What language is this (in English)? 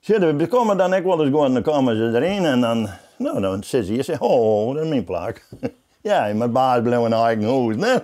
Western Frisian